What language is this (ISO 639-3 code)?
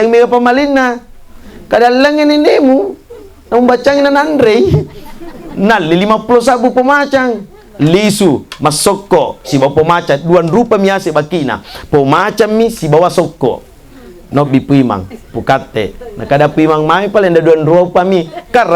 bug